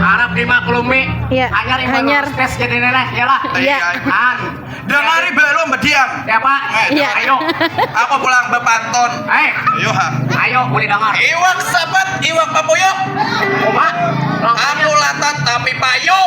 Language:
Banjar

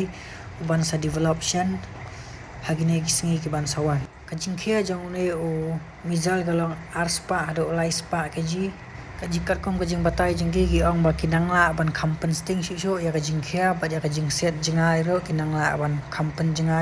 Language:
Khasi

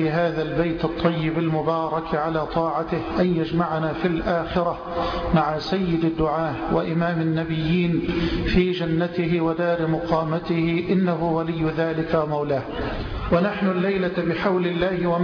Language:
Arabic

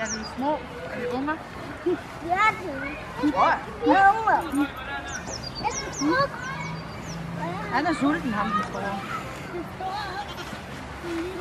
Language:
Danish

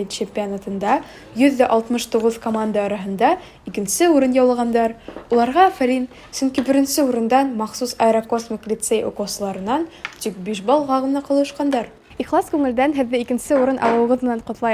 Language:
Bashkir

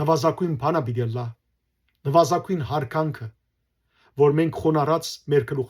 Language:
Western Armenian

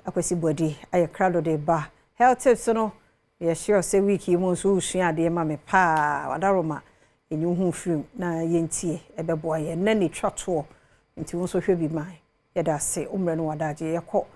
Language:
Akan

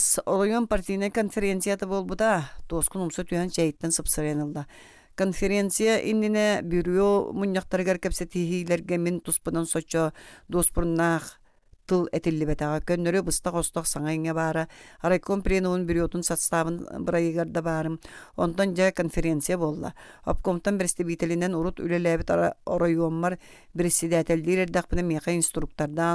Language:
Yakut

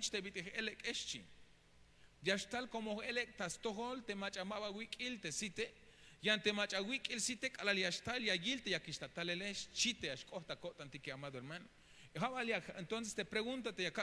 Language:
Tzeltal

